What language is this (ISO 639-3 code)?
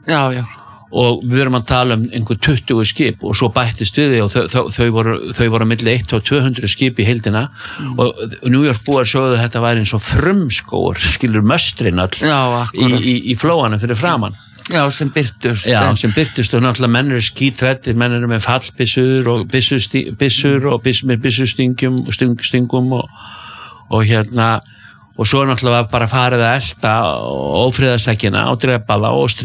isl